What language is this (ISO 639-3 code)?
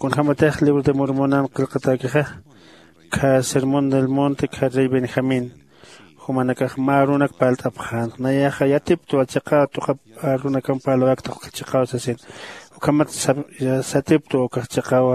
aym